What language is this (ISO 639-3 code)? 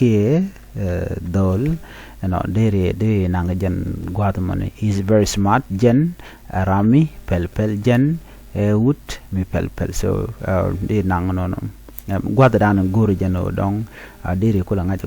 nus